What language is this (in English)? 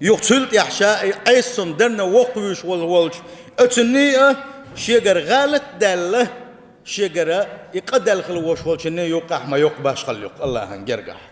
Chechen